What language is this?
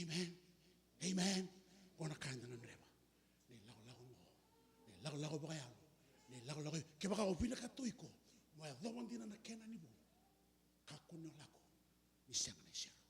Fijian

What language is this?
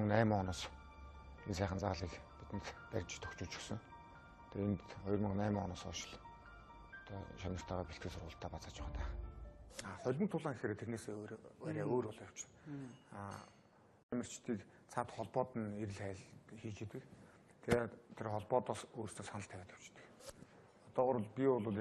Mongolian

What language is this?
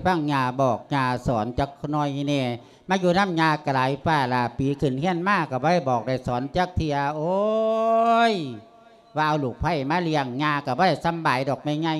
Lao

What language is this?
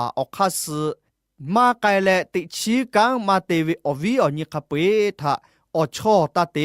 Lahu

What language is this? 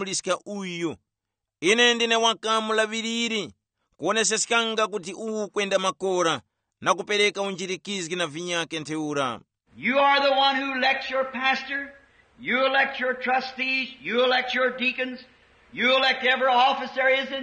Tumbuka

